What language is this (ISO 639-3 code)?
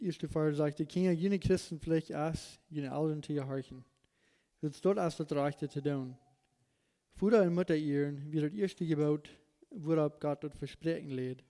pdt